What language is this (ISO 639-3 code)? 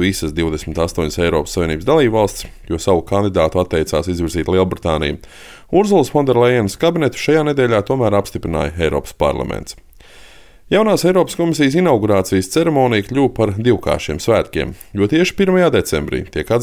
lav